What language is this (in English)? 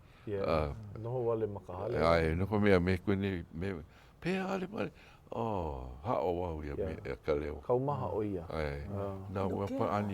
Hawaiian